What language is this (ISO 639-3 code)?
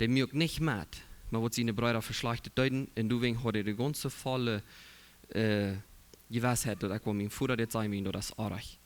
pdt